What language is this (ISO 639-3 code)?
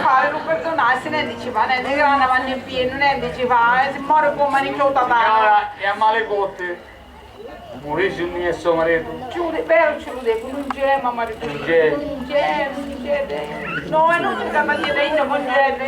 scn